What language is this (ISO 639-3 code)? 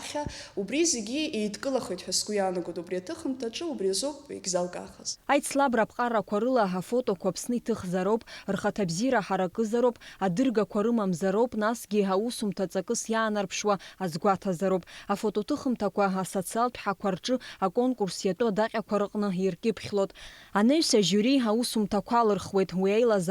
abk